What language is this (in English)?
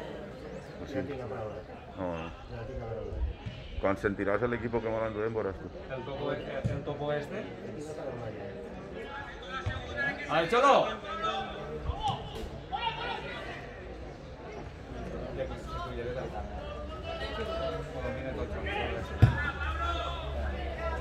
Catalan